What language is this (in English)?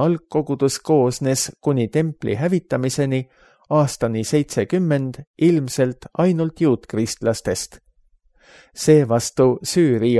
Estonian